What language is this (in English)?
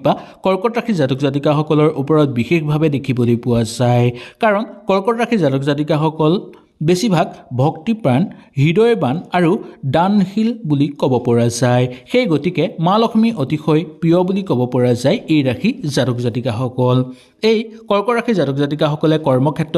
Assamese